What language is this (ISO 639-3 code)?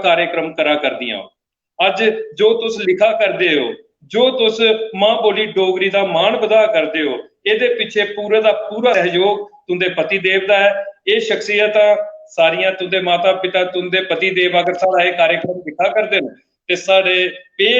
doi